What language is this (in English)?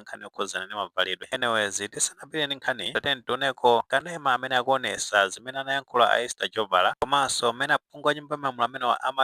Nyanja